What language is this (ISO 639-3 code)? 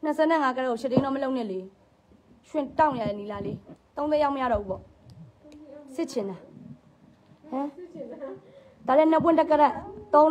mya